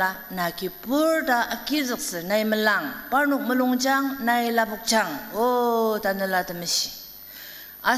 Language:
Ao Naga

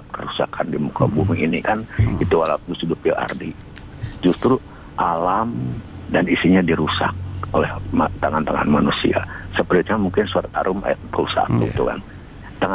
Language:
Indonesian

